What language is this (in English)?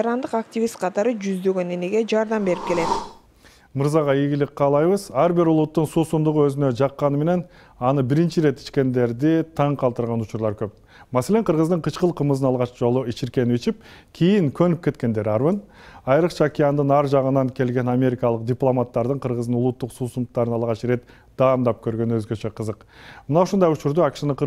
Kyrgyz